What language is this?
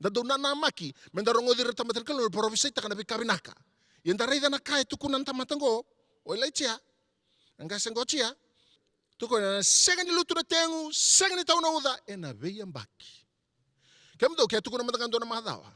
Fijian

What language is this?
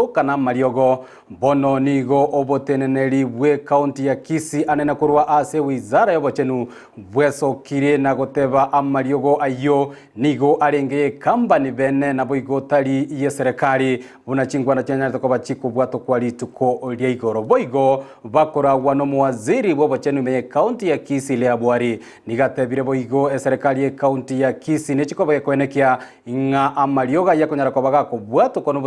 Gusii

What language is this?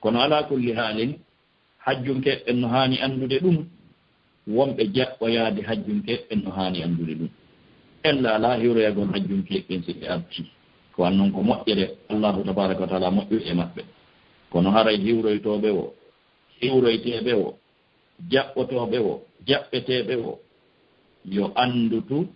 Fula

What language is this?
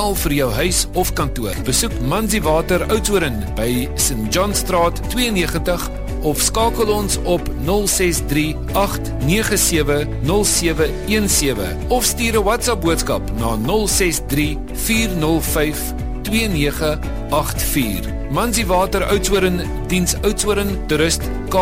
Afrikaans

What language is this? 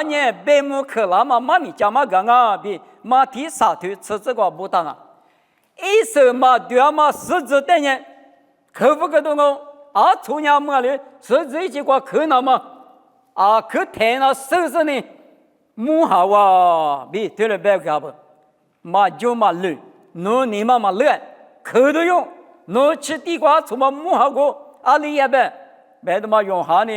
Lisu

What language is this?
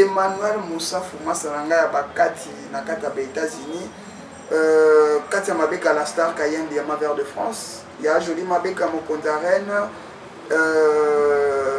Lingala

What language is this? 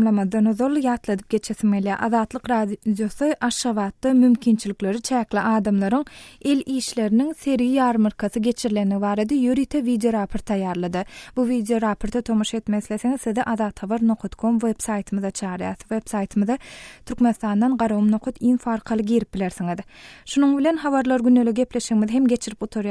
Turkmen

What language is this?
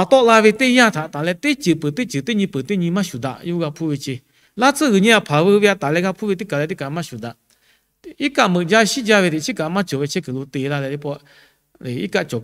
Lahu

